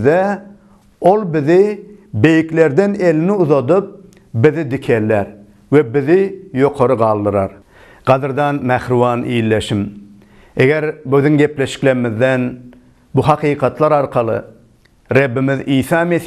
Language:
Turkmen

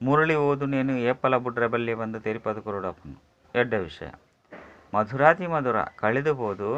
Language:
Tulu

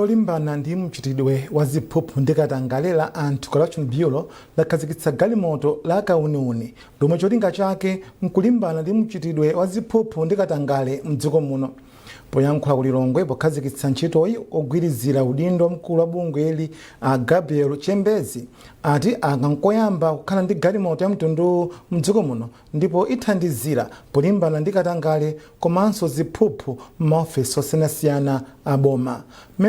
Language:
Nyanja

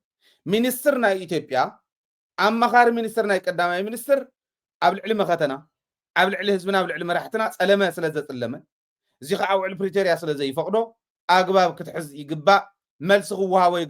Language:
Tigrinya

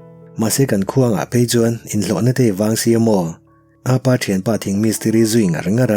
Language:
Mizo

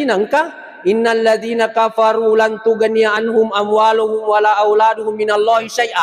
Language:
Buginese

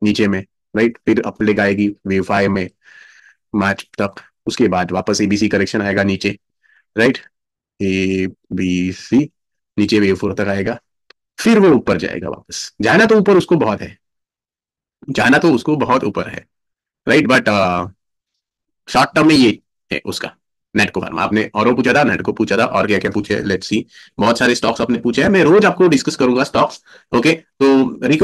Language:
Hindi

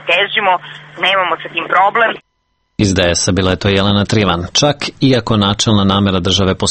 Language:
Serbian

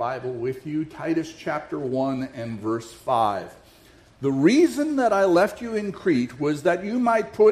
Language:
English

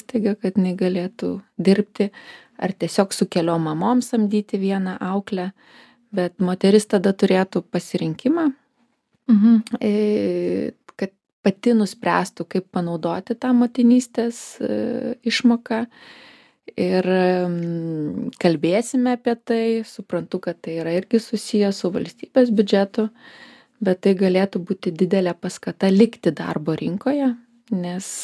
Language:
Lithuanian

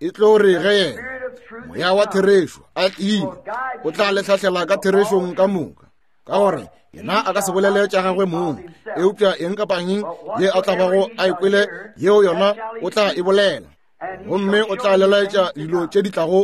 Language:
Northern Sotho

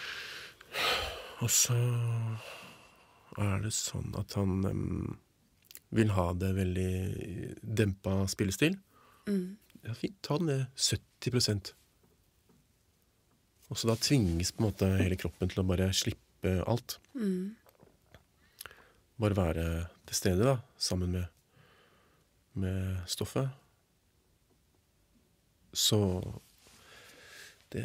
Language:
Norwegian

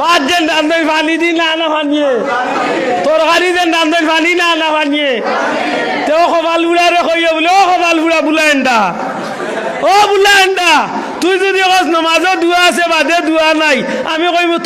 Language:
Sylheti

